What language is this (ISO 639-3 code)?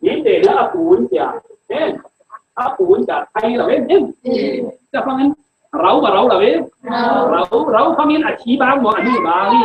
cfm